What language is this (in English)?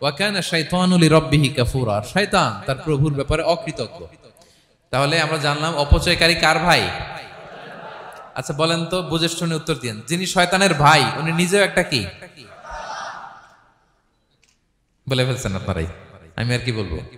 Bangla